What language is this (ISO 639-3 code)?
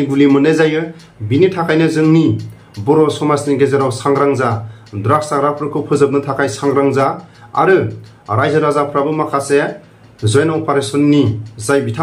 brx